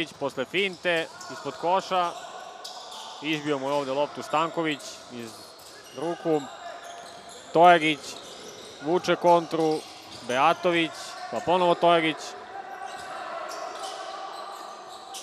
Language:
Serbian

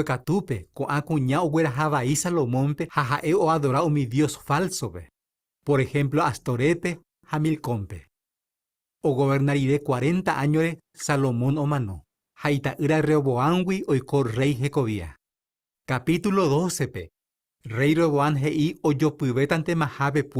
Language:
Guarani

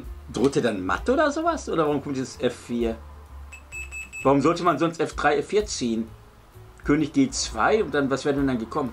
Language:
German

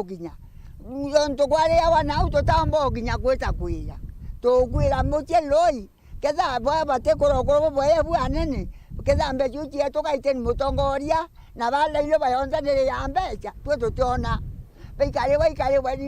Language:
Meru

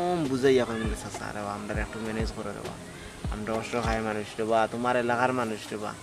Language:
Sylheti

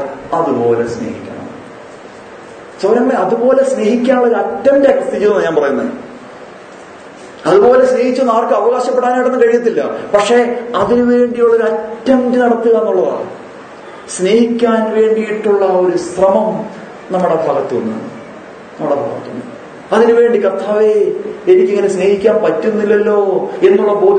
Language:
Malayalam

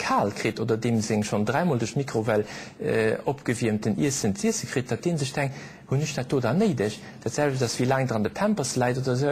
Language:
Luxembourgish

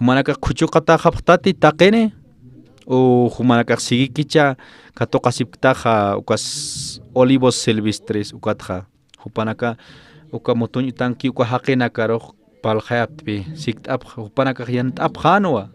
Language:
Aymara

